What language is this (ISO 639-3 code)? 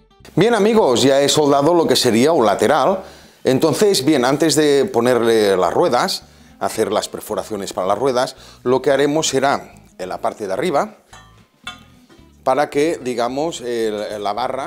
spa